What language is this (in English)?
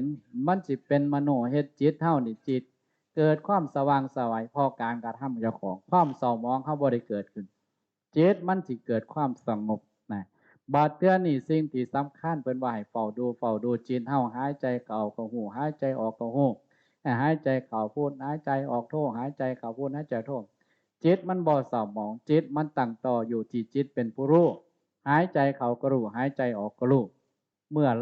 Northeastern Thai